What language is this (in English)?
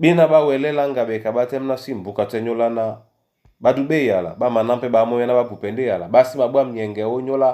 Duala